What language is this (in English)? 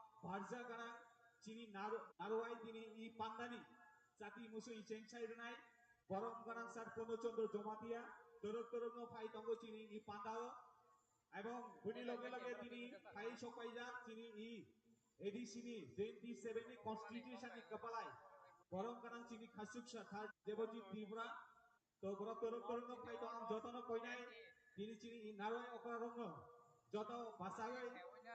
Kok Borok